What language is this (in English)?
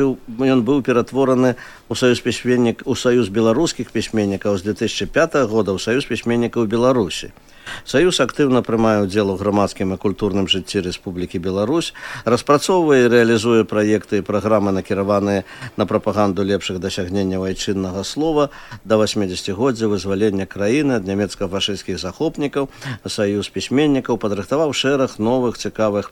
Belarusian